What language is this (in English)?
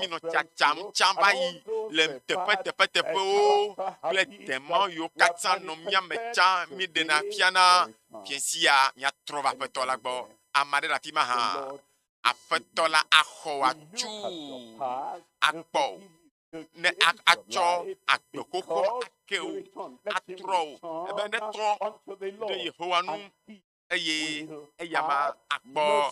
Ewe